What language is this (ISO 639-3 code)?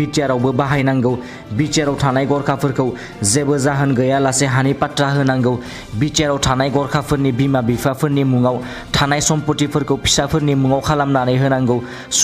brx